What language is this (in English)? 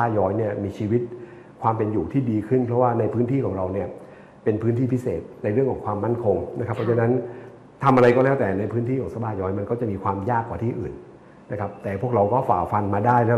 Thai